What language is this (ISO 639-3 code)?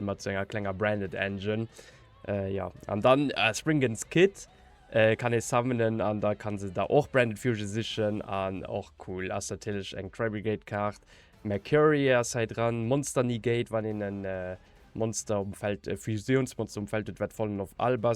ltz